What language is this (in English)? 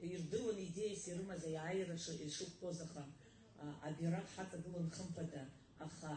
Abkhazian